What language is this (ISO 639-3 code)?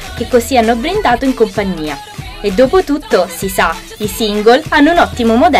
ita